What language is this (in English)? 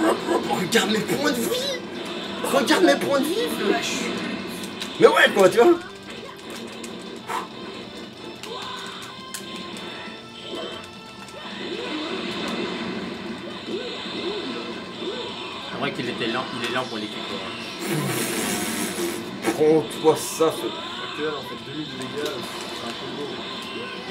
French